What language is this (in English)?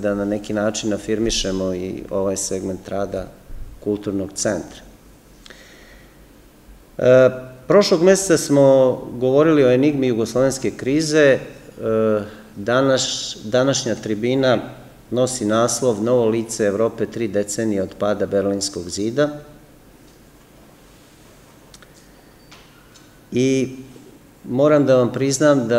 Serbian